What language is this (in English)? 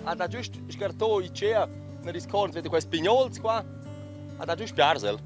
Romansh